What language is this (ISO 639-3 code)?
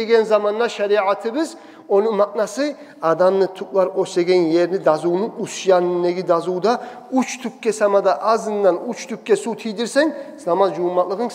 kum